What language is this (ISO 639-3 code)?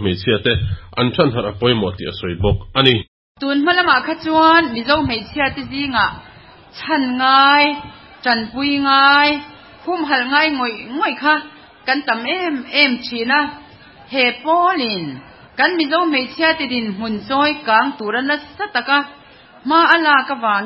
lus